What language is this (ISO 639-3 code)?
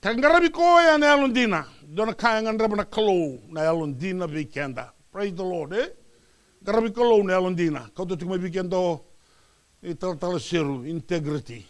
fij